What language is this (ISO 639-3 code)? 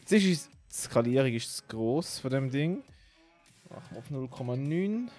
gsw